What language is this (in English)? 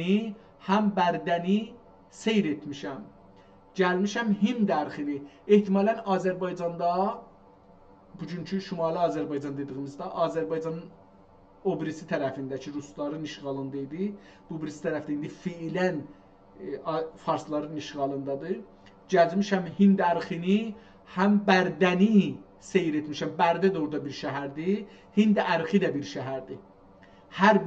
South Azerbaijani